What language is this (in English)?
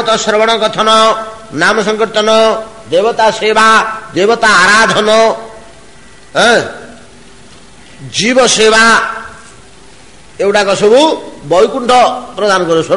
Odia